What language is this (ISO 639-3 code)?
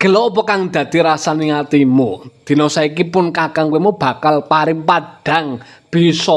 jav